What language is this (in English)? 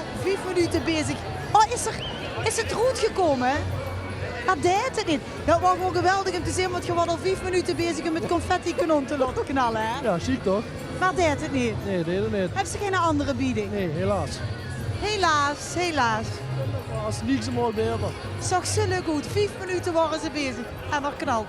Limburgish